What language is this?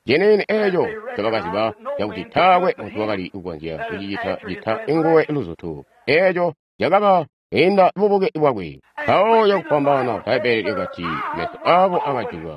Tonga (Zambia)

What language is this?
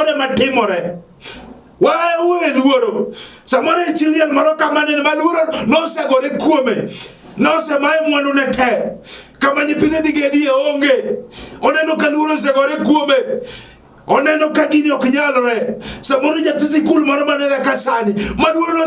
Luo (Kenya and Tanzania)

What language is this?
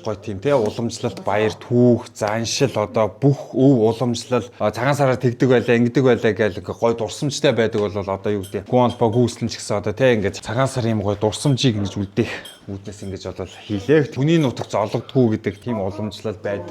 Mongolian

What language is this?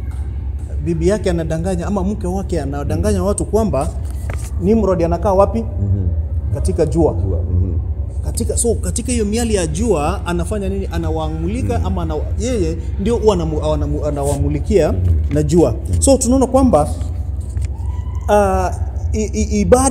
Swahili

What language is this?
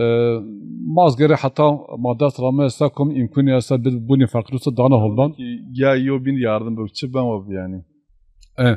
Zaza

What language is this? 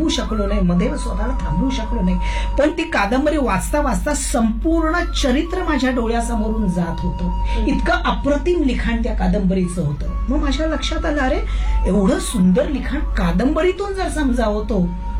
Marathi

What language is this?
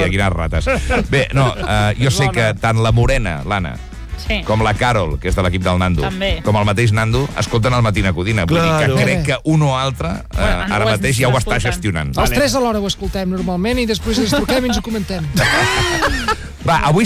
Catalan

